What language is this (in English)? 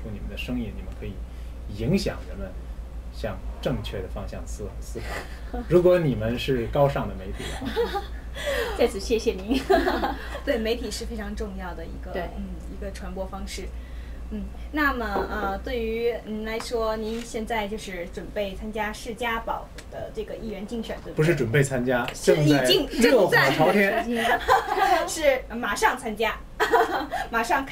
Chinese